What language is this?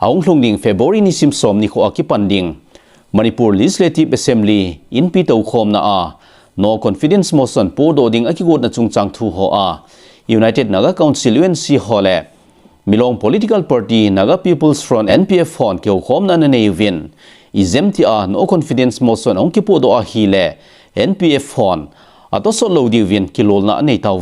Thado Chin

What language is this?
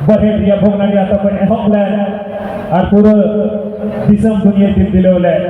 Santali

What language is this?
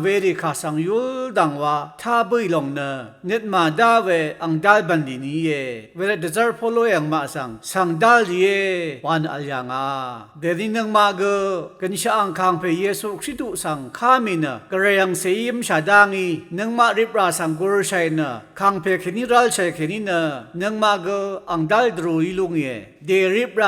Rawang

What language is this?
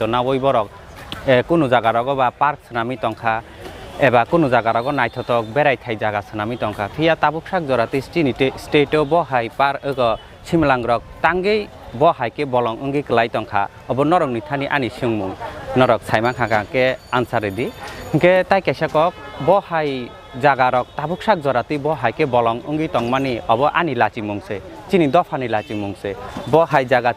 Kok Borok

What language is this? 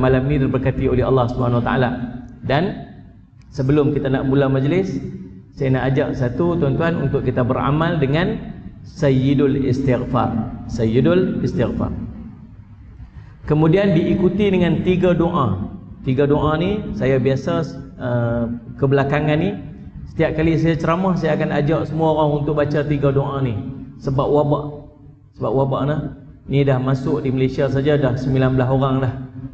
Malay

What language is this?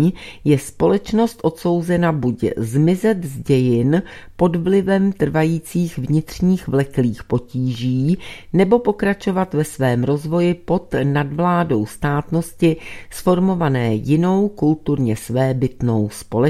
Czech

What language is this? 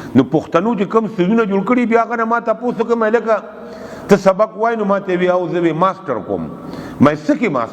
Pashto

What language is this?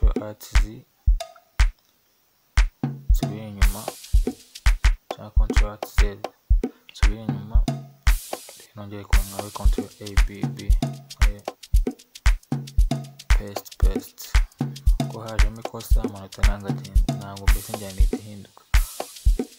Kinyarwanda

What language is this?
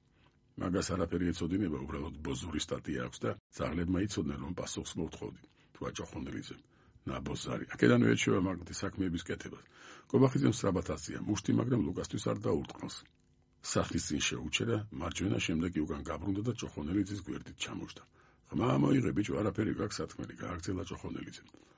Georgian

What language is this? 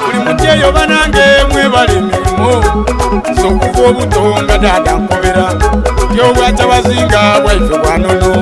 Soga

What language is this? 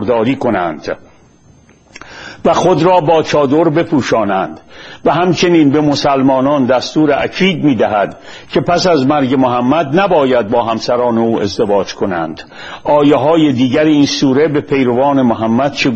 Persian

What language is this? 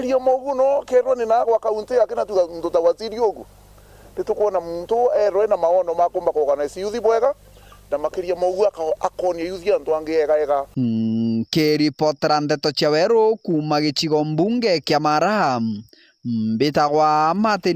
Meru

